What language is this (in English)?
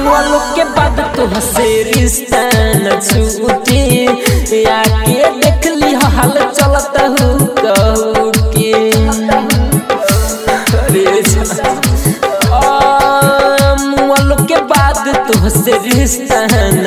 Bhojpuri